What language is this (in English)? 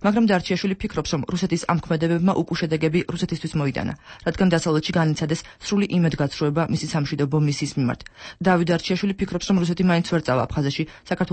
Georgian